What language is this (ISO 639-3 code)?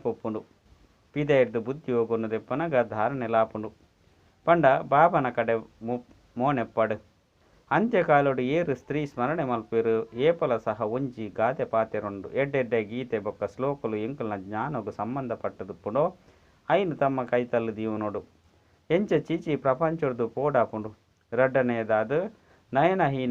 tcy